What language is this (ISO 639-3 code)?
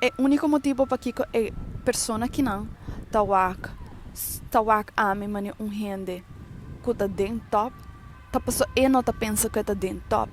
pap